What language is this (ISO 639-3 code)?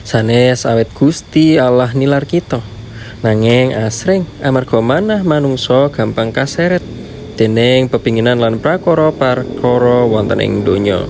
jav